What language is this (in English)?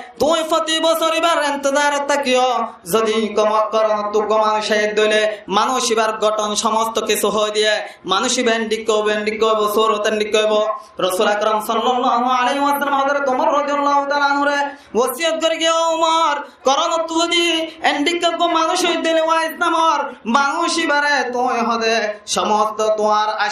Rohingya